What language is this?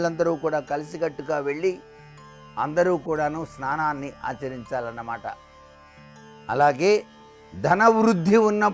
Telugu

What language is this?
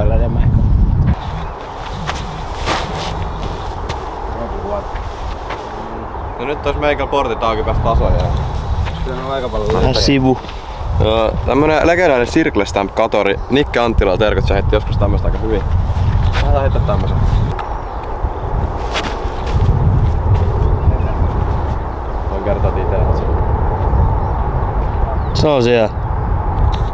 Finnish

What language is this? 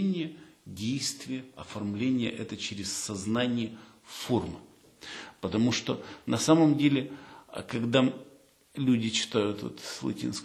Russian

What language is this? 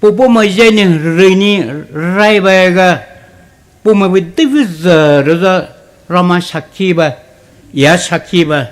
Poumei Naga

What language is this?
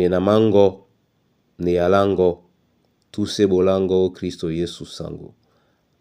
Duala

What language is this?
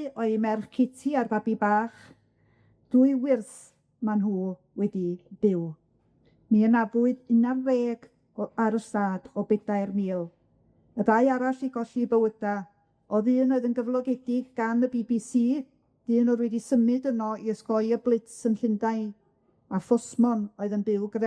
Welsh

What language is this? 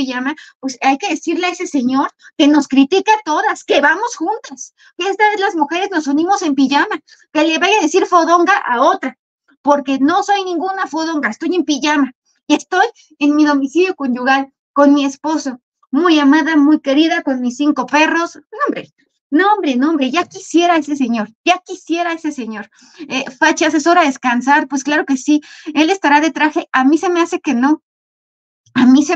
Spanish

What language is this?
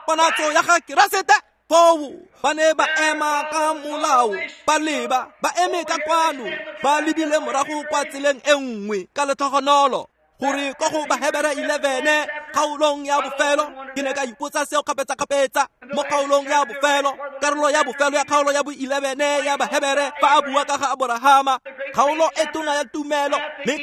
Tswana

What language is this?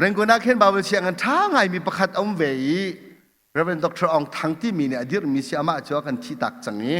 Hakha Chin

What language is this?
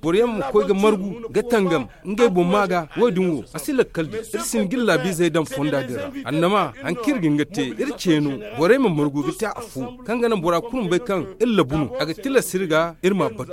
Zarma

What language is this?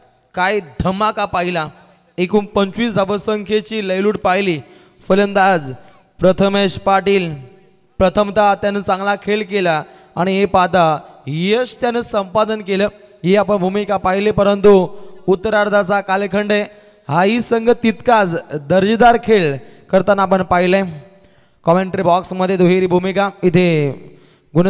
Marathi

